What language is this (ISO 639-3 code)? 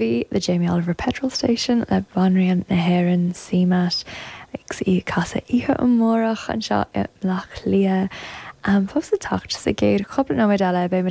gle